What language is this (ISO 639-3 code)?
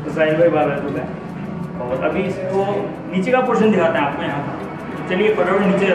hin